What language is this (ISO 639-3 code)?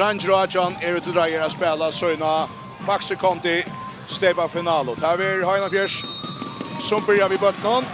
fao